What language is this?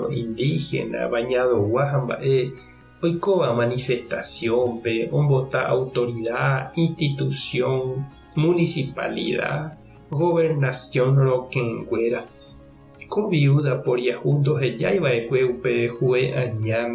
Guarani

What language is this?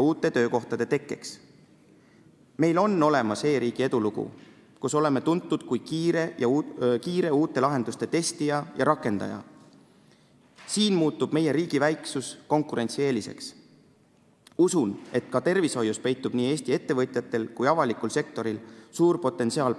Estonian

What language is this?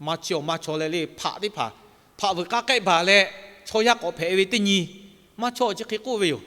Lahu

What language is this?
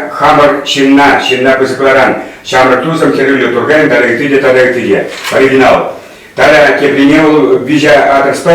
Chuvash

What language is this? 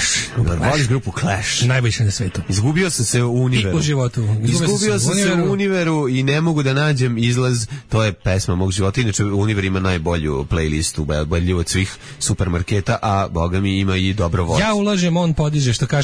Serbian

